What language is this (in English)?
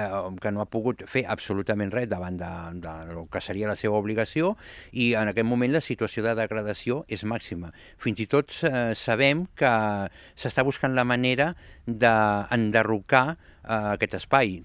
Catalan